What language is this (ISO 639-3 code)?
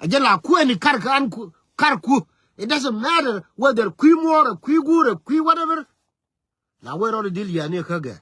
nus